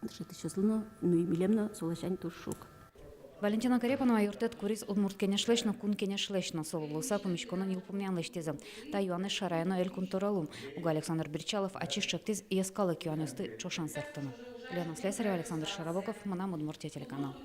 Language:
Udmurt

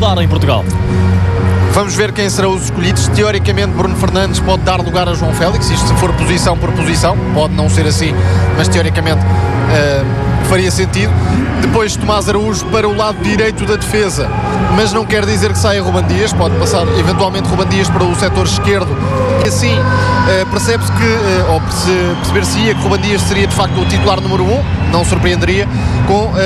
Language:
Portuguese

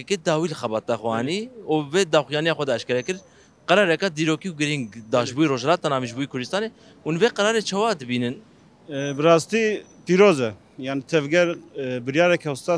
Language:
Kurdish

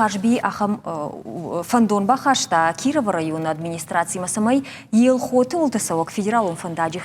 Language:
Ossetic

